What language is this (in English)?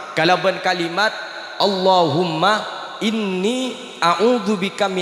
Madurese